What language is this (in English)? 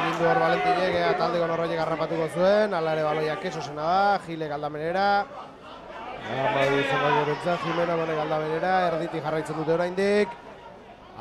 Basque